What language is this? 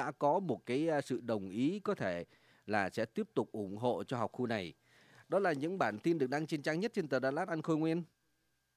Vietnamese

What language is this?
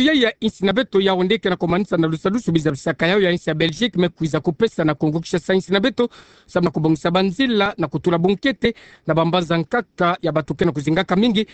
Kituba (Democratic Republic of Congo)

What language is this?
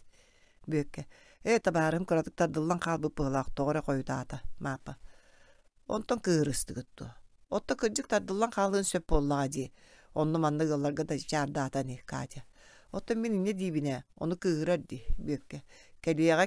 Yakut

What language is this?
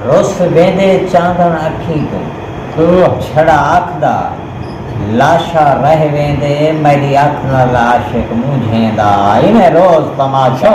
Saraiki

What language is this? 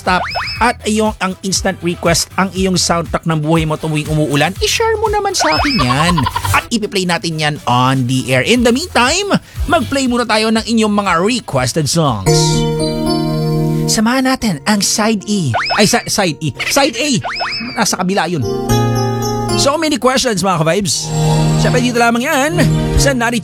Filipino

